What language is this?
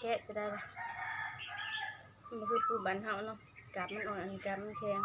Northeastern Thai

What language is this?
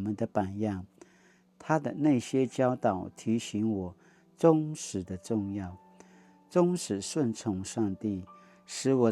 Paiwan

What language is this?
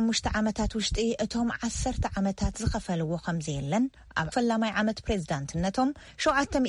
Tigrinya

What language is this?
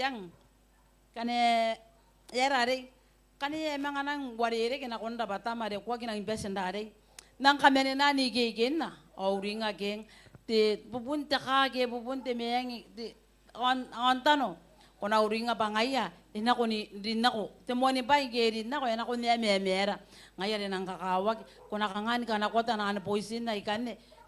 Gilbertese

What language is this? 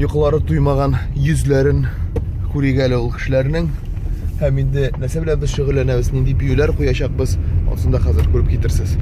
Tatar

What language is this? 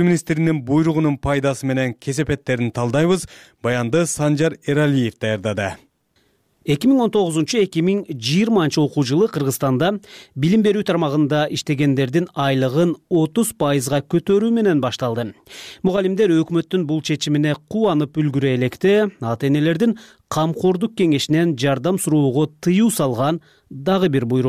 Kyrgyz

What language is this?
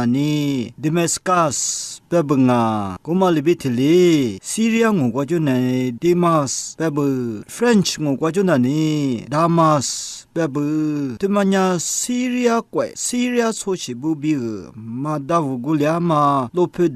Lisu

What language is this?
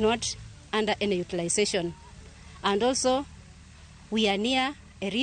Luo (Kenya and Tanzania)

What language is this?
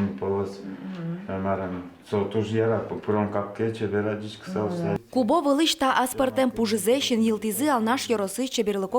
Udmurt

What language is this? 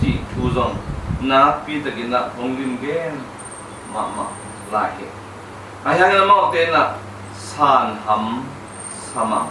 Tedim Chin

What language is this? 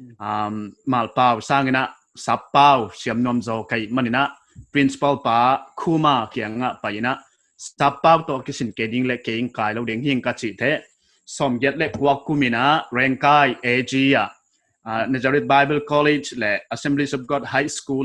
Paite Chin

